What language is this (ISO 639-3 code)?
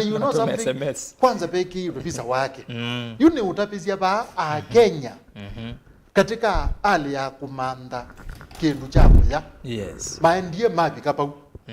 kam